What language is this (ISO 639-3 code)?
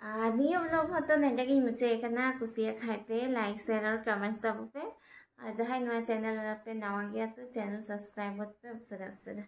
sat